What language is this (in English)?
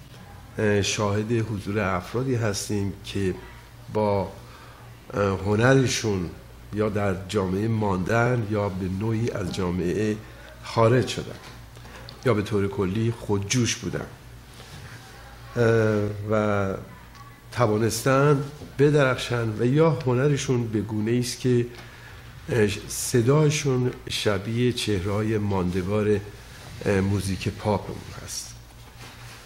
Persian